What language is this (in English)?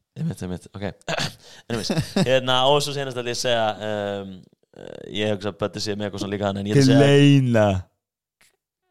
Icelandic